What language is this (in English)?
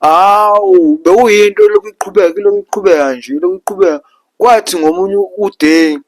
Zulu